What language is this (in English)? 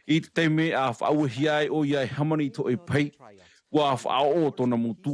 Tahitian